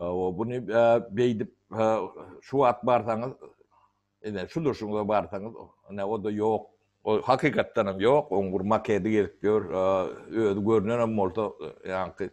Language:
Turkmen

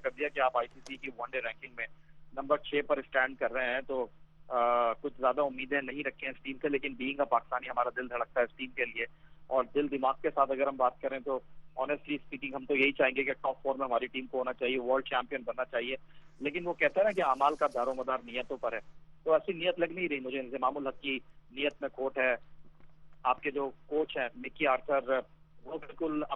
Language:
Urdu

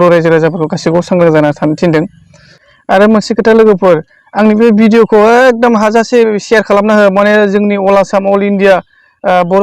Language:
Bodo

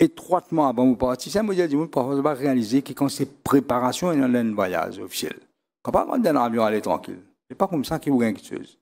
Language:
Morisyen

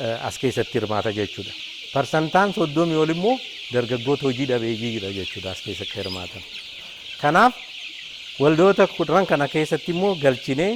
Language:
Oromo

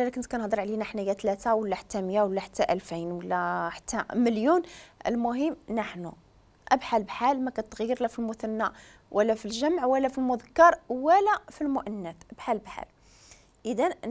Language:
Moroccan Arabic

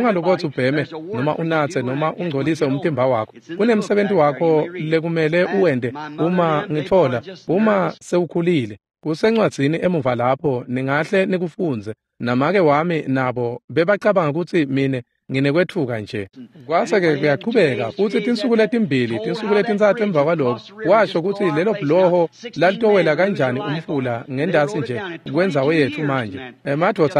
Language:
Swati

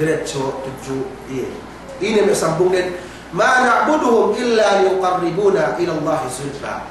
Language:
Yakan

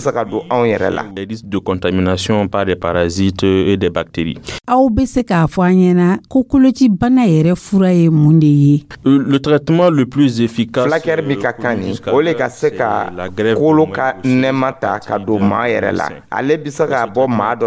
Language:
Dyula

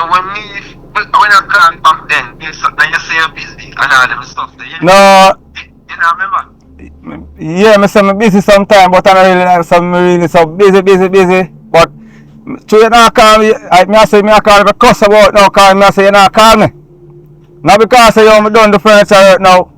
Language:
Jamaican Creole English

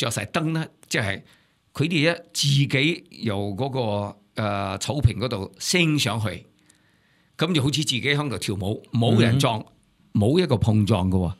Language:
Cantonese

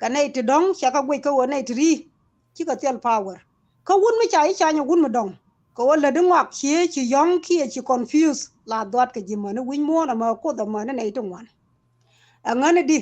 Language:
Nuer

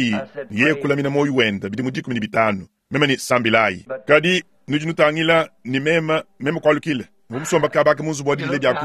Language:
Luba-Lulua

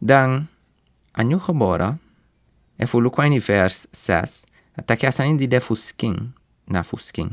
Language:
Sranan Tongo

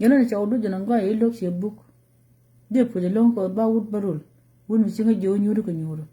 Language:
Nuer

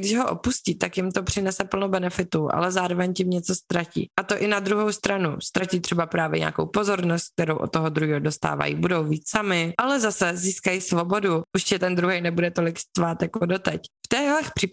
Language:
Czech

